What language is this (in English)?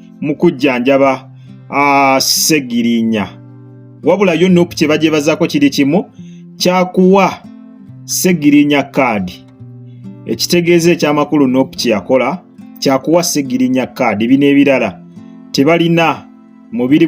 Ganda